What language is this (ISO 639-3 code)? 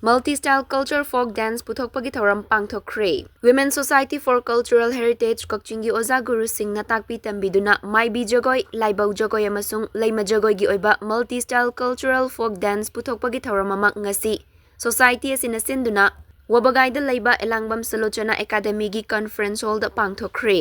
mni